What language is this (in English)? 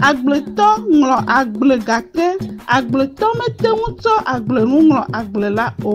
Ewe